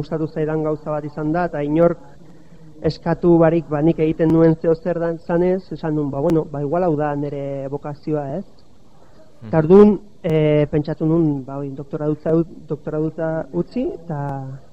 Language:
Basque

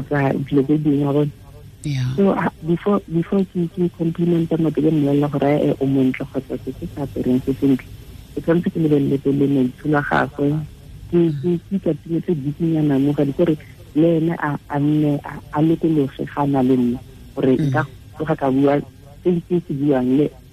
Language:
Tswana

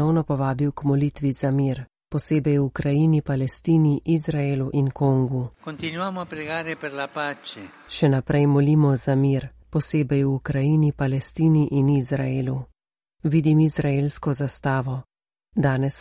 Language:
Slovenian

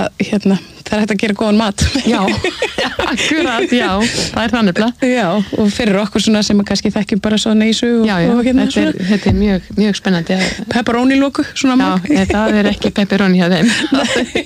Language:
Icelandic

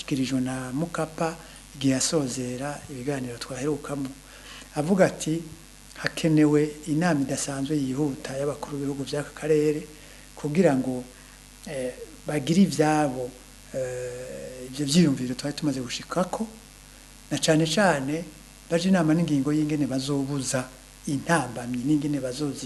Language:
Rundi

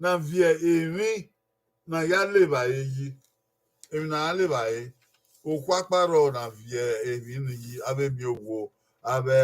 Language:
Bini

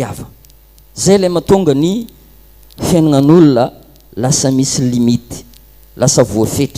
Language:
Malagasy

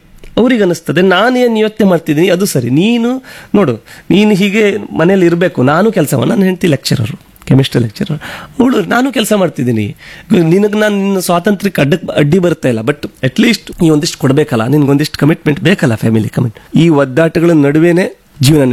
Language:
Kannada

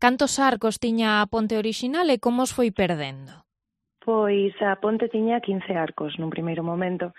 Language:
Galician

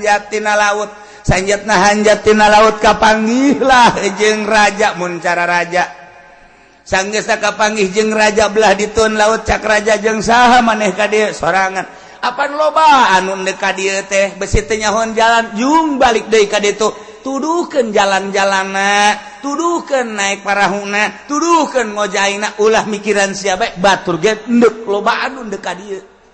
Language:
Sundanese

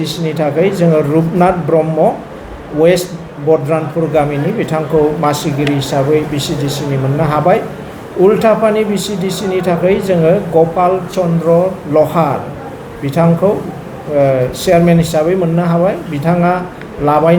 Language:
Bodo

